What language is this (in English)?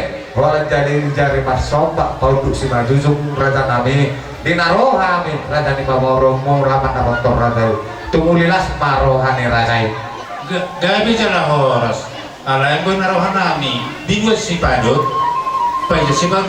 Batak Toba